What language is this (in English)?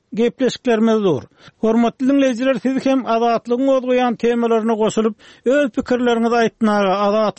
Turkmen